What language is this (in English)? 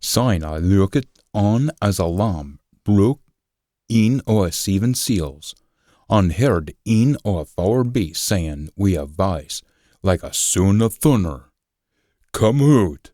Scots